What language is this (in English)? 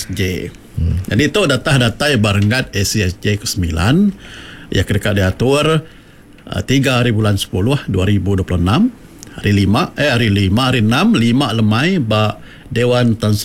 Iban